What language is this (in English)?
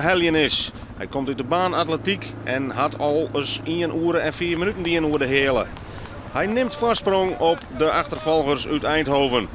Western Frisian